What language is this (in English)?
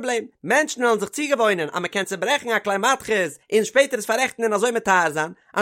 Yiddish